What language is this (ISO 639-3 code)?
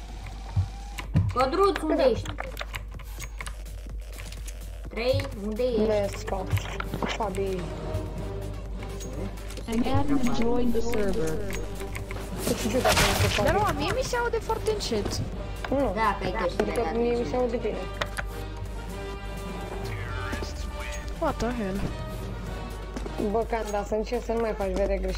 ron